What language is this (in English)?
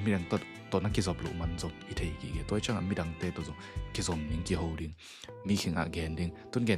Tedim Chin